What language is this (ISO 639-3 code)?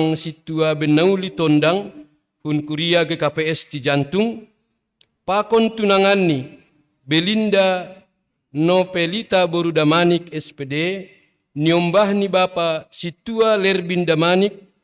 bts